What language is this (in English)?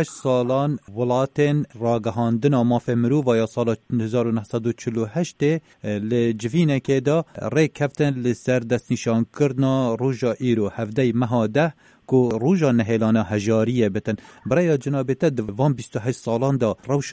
Kurdish